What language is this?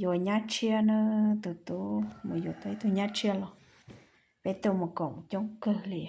Hmong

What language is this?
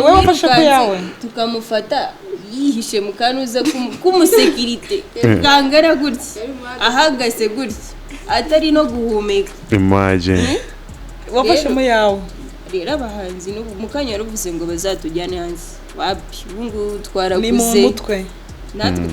Kinyarwanda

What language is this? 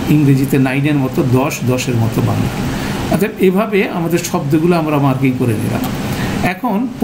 Bangla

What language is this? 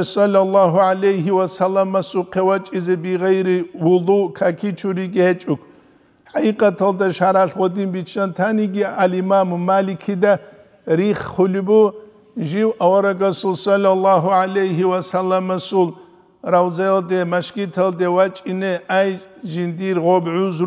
Avaric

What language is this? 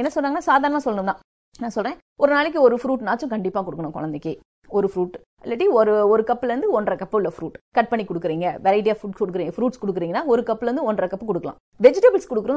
Tamil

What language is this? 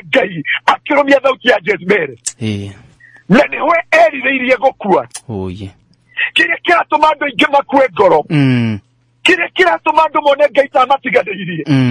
Kikuyu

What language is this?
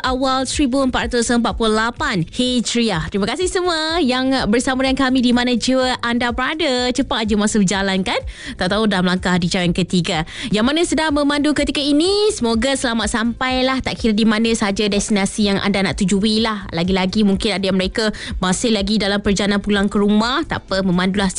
Malay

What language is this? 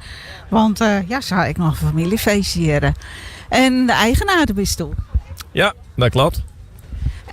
Western Frisian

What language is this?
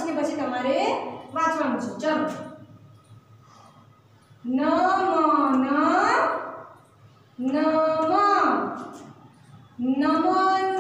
Gujarati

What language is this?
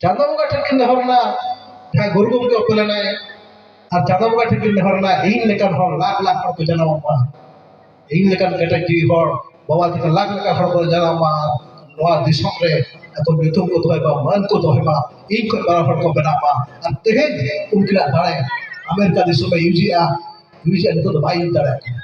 Santali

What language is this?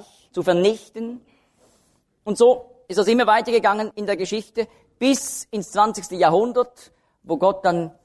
German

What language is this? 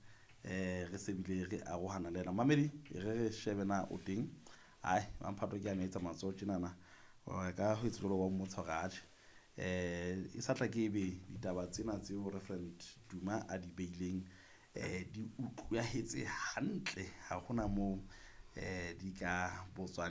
Southern Sotho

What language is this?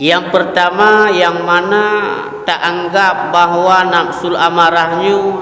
Achinese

